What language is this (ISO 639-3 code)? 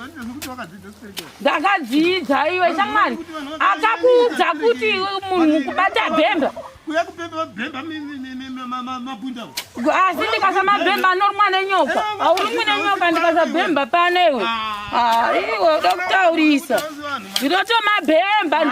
sna